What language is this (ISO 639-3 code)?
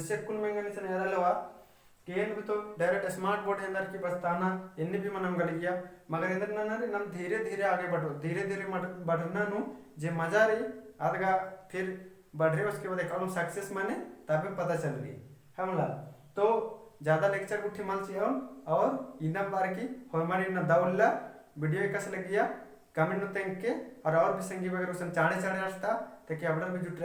kru